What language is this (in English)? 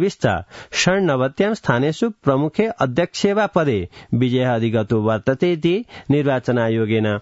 Sanskrit